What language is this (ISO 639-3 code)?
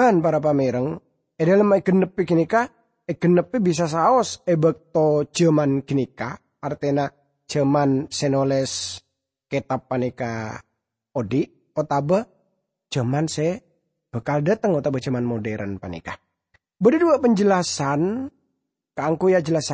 mad